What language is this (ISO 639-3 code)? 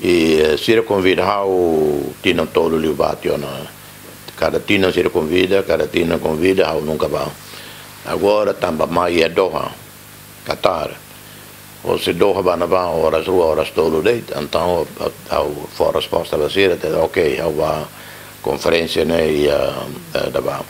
tet